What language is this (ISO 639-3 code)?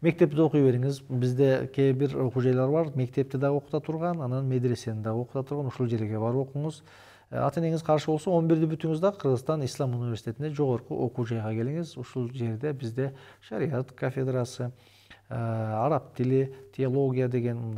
kir